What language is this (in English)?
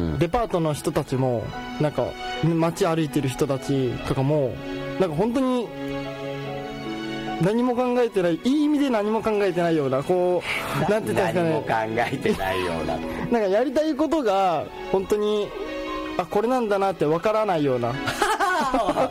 Japanese